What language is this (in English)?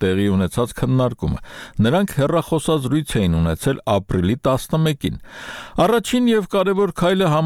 Armenian